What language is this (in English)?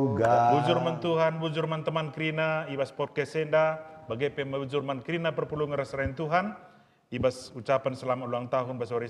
Batak Karo